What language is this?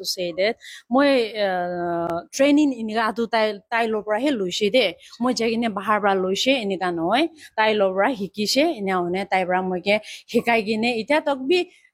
Naga Pidgin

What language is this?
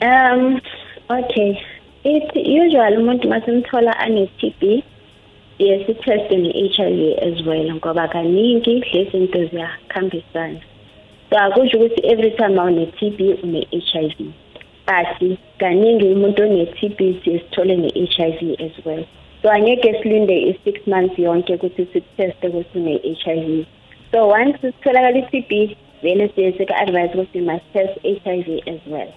South Ndebele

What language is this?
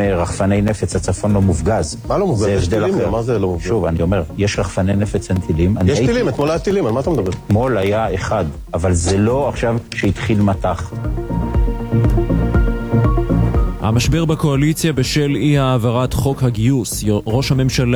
Hebrew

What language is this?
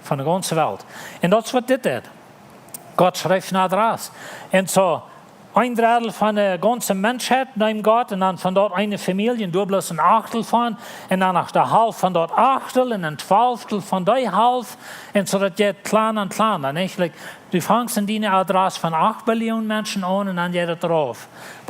Plautdietsch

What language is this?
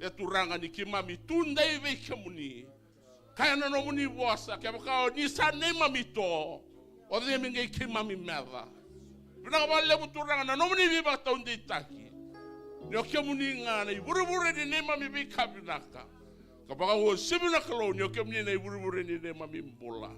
Fijian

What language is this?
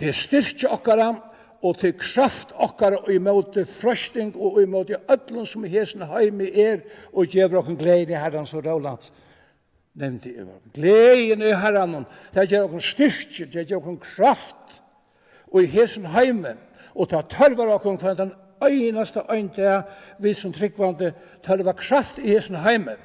Faroese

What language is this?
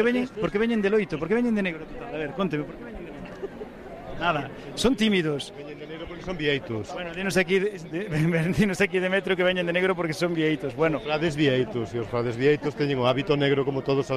Galician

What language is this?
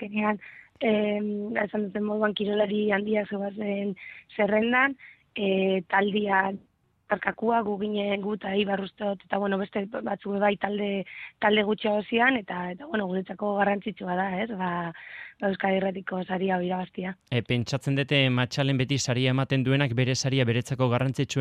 Basque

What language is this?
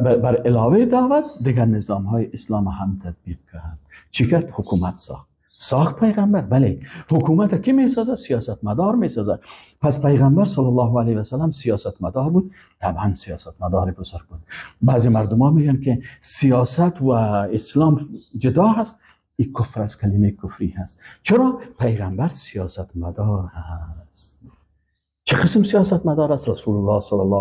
Persian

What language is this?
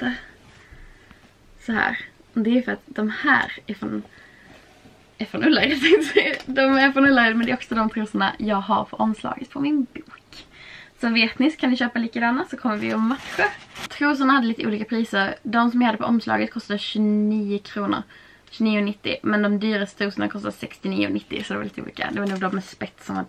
Swedish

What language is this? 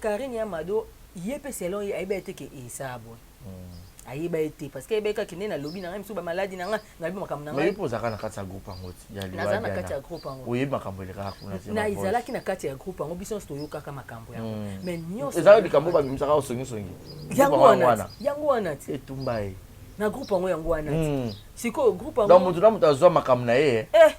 Lingala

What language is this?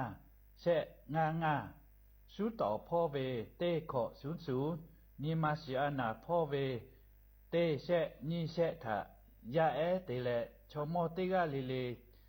Lahu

